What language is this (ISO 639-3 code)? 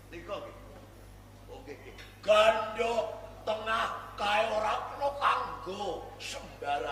jav